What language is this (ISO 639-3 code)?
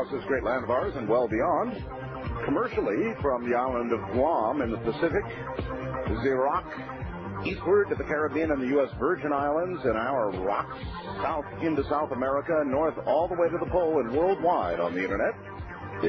eng